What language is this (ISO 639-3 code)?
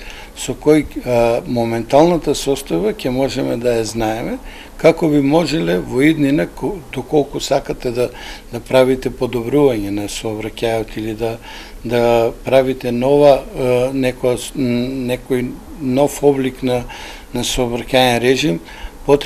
mkd